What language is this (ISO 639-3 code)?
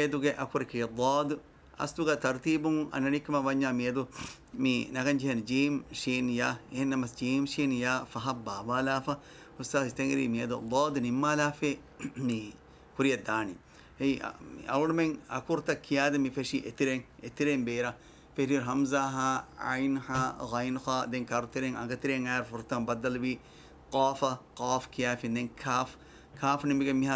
div